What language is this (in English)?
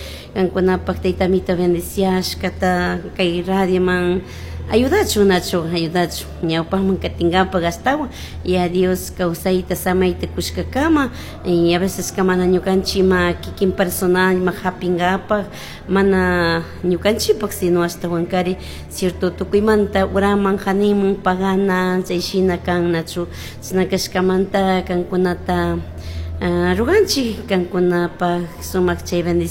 Chimborazo Highland Quichua